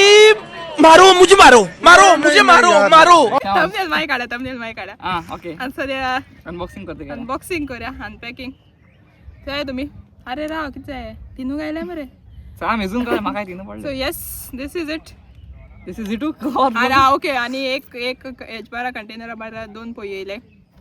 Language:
Konkani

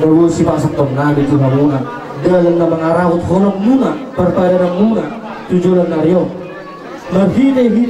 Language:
Batak Toba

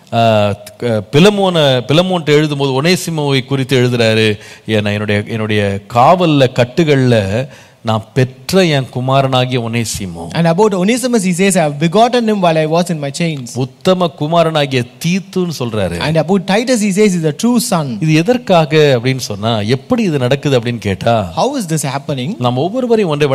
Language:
Tamil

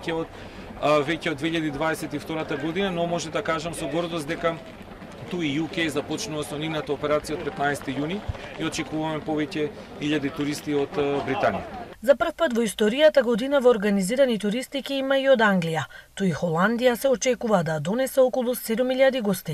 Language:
Macedonian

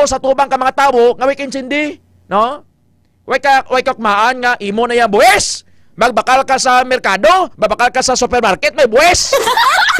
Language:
Hiligaynon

